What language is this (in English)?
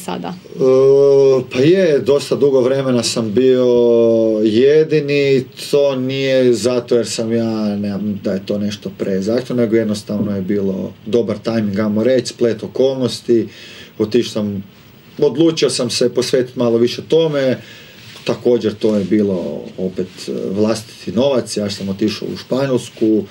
Croatian